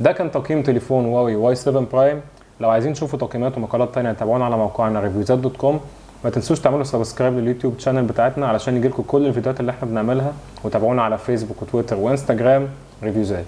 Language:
Egyptian Arabic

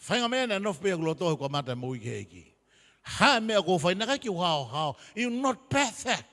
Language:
Tongan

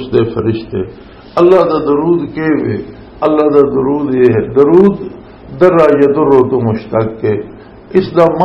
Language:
Western Panjabi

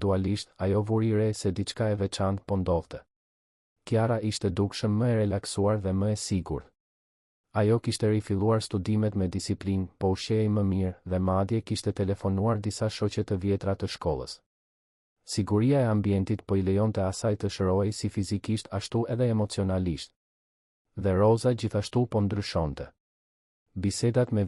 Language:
Albanian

